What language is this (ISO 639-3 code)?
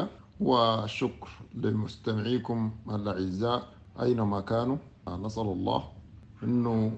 apd